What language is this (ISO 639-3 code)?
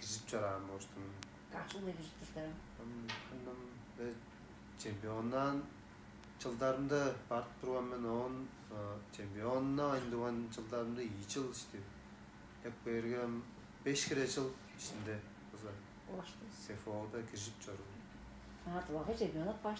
tyv